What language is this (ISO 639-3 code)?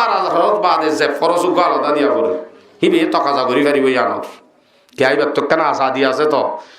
rhg